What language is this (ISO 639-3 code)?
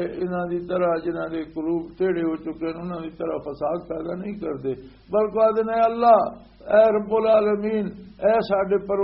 lah